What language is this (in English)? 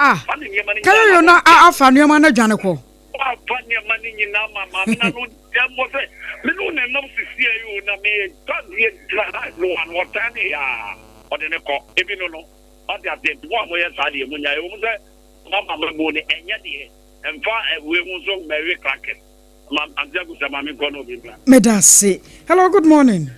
Akan